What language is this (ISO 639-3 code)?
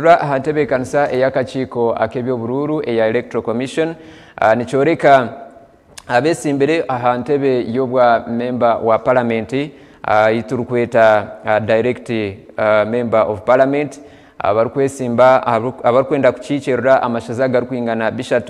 nyn